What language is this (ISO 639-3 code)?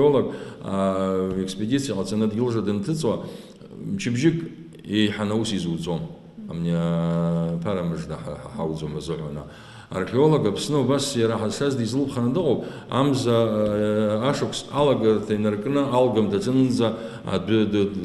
abk